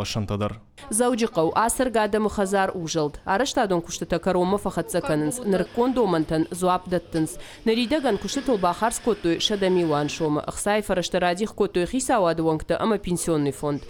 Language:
Ossetic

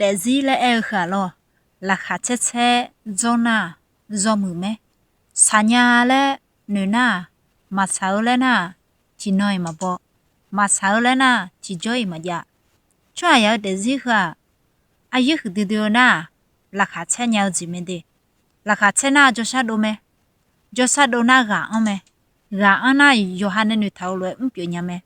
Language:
Akha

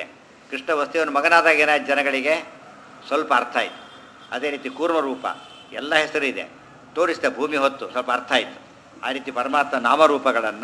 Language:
Kannada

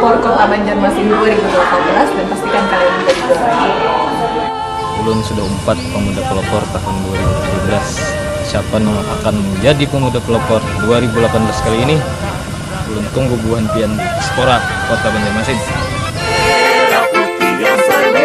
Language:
Banjar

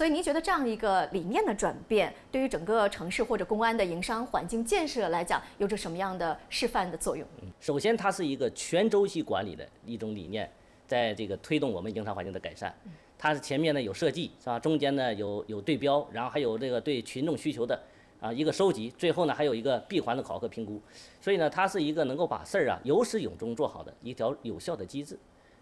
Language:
Chinese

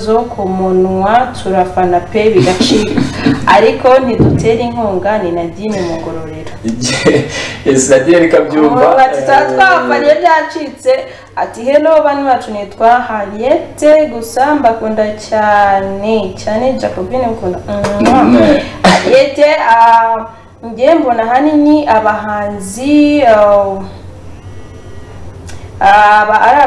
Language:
Kinyarwanda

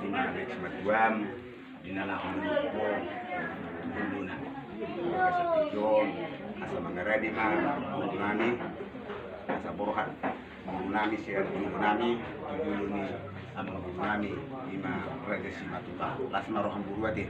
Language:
Batak Toba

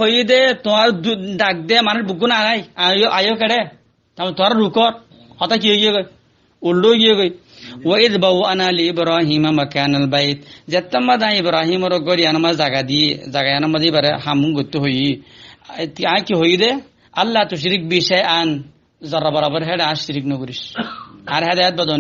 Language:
Rohingya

